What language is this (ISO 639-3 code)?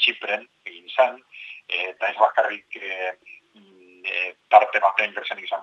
eus